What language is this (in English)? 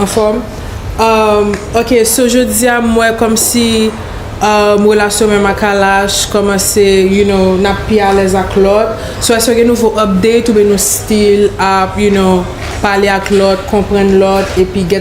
Haitian Creole